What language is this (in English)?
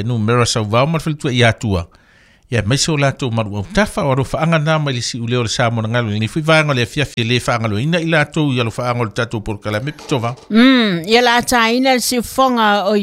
Samoan